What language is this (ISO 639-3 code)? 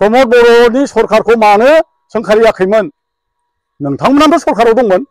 brx